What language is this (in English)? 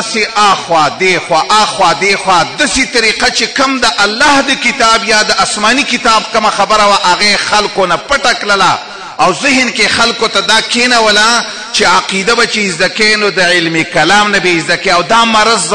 Pashto